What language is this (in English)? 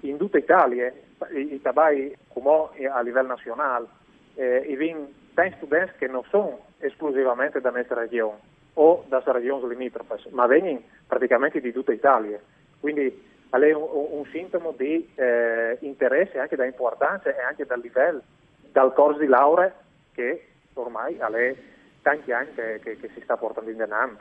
Friulian